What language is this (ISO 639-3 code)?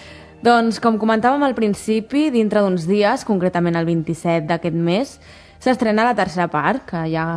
cat